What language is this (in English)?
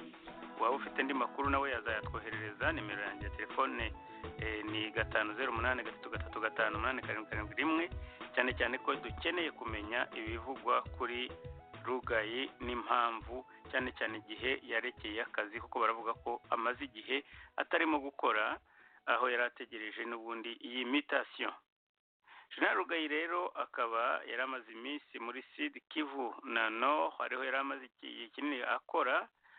Kinyarwanda